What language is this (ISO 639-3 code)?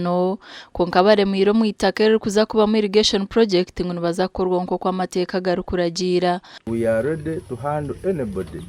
nyn